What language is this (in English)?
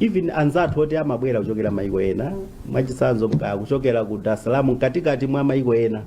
Nyanja